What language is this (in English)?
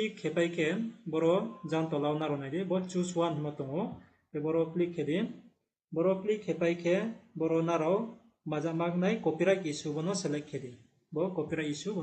Riang (India)